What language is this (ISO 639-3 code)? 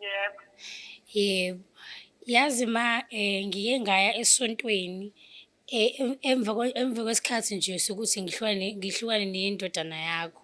zul